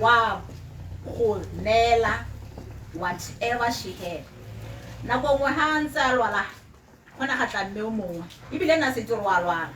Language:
Tswana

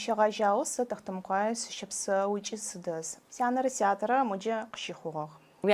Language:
Adyghe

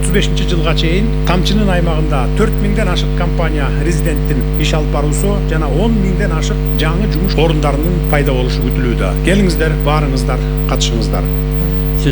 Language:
Kyrgyz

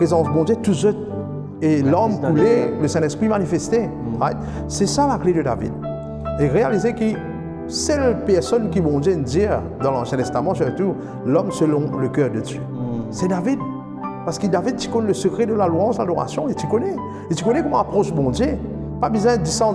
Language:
Morisyen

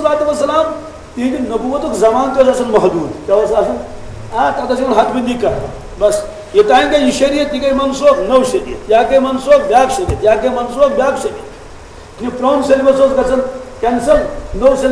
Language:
Kashmiri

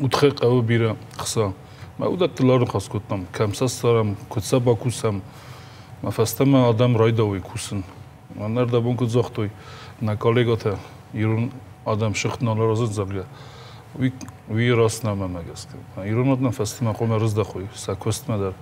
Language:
Ossetic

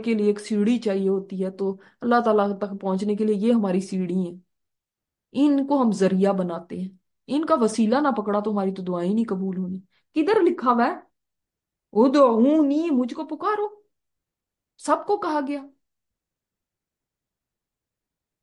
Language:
Urdu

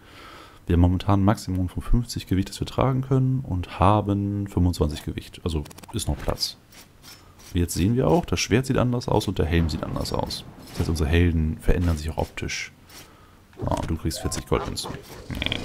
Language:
German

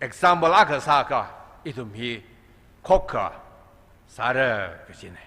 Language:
Tangkhul Naga (India)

